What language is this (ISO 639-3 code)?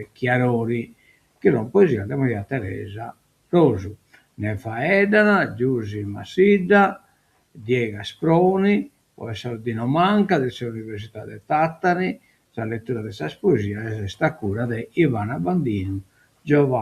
srd